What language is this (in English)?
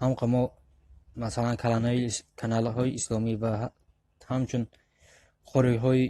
Tajik